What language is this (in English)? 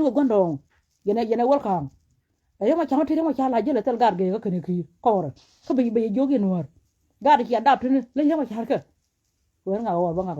Nuer